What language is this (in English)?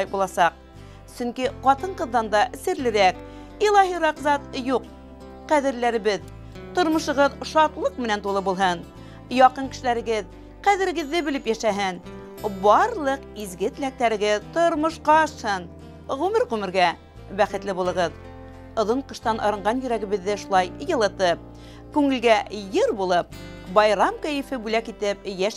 Bashkir